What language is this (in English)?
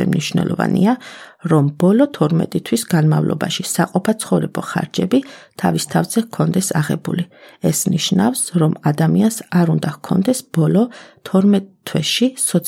Georgian